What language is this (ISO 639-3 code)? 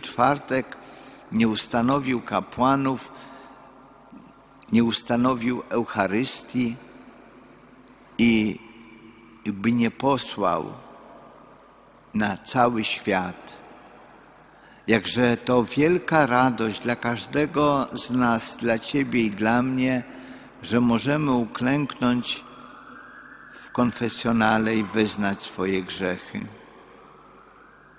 pol